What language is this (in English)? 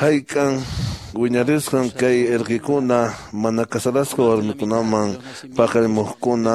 Quechua